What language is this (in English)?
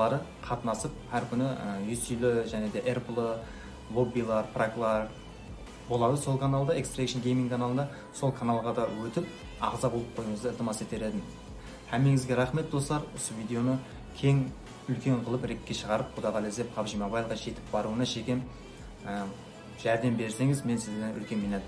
Kara-Kalpak